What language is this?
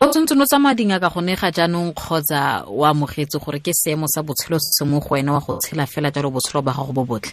Tswana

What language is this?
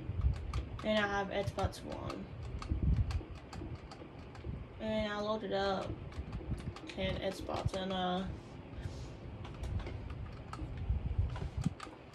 English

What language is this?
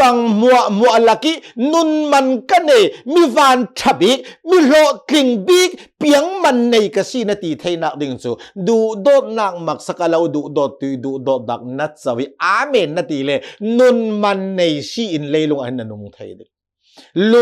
Hakha Chin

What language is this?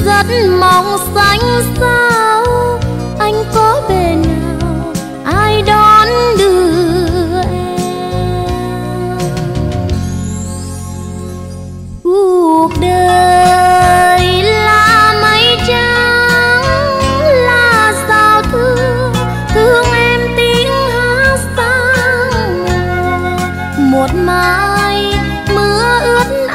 Vietnamese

